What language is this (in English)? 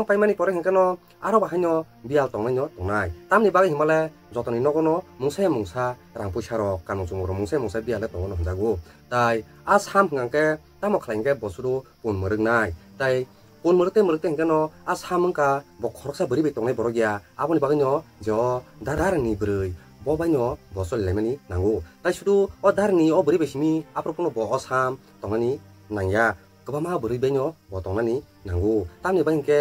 Kok Borok